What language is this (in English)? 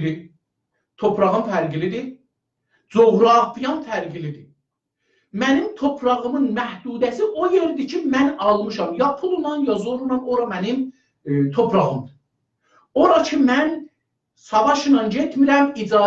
South Azerbaijani